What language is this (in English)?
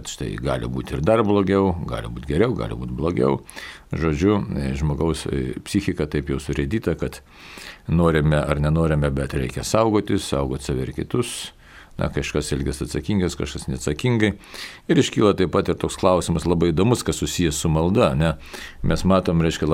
Lithuanian